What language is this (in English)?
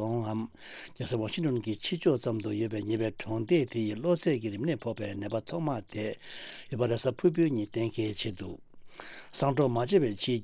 Tibetan